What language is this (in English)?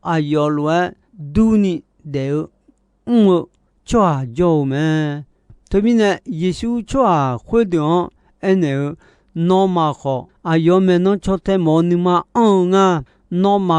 Akha